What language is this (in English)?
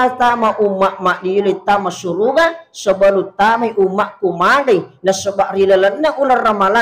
Buginese